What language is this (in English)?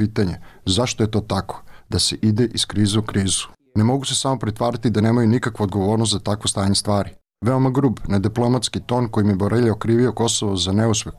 Serbian